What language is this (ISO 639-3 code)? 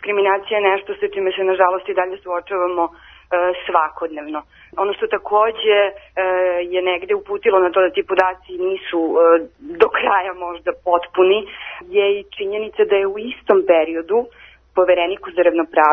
srp